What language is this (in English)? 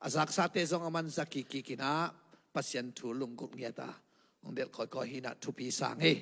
Tedim Chin